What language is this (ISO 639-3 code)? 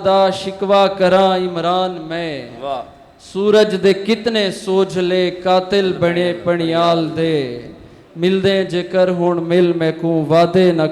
skr